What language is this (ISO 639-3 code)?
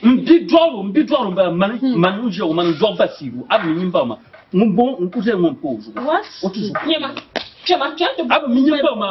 dag